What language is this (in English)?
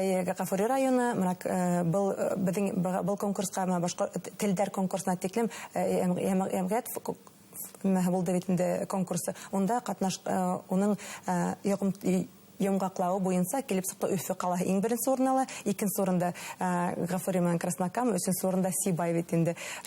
Bashkir